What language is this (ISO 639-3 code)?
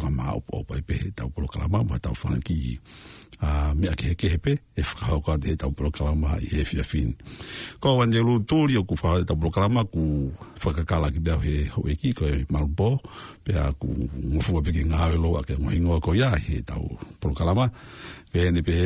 ton